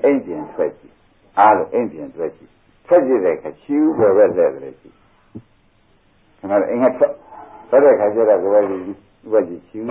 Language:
Burmese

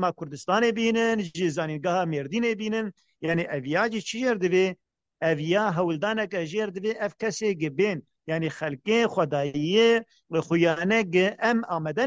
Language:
Kurdish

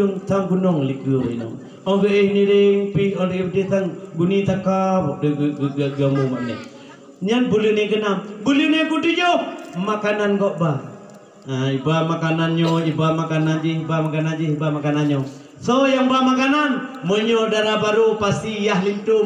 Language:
Achinese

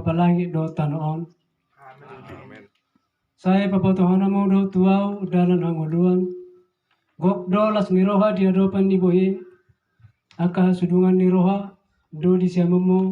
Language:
Batak Toba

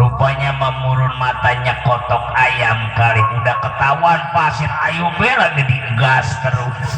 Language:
Betawi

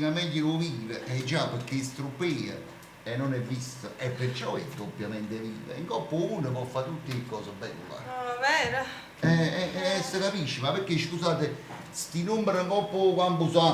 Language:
Neapolitan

